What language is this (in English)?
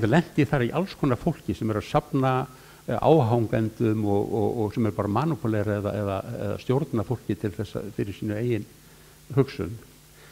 Icelandic